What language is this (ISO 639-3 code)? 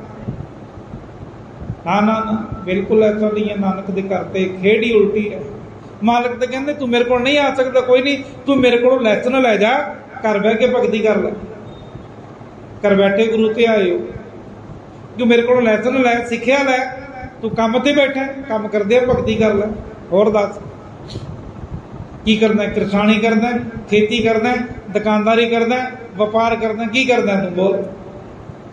pan